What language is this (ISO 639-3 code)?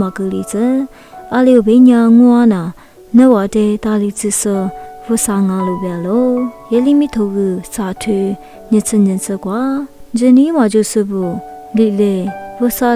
lis